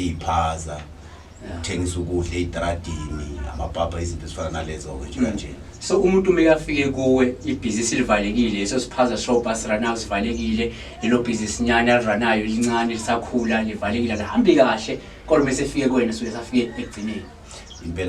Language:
Zulu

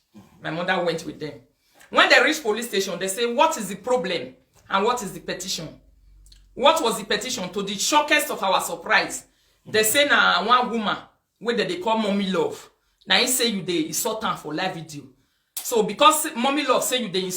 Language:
Nigerian Pidgin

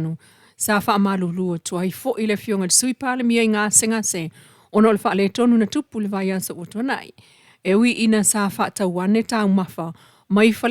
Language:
Samoan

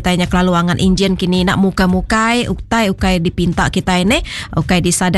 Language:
Iban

